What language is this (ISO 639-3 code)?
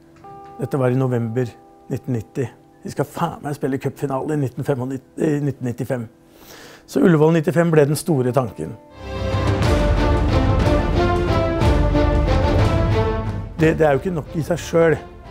nor